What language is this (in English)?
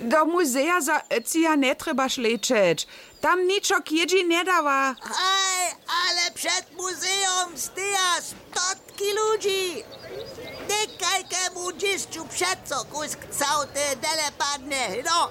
Upper Sorbian